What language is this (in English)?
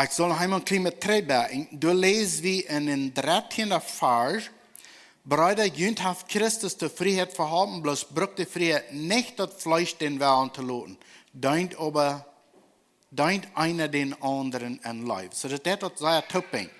Plautdietsch